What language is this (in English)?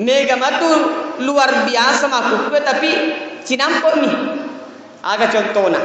Buginese